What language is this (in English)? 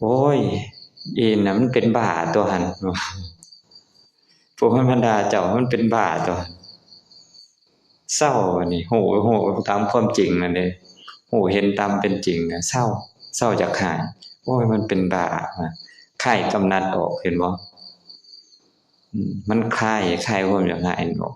Lao